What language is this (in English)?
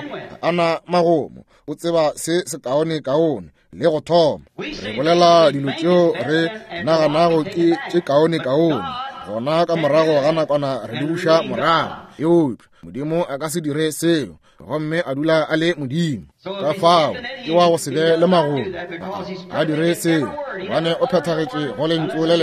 Northern Sotho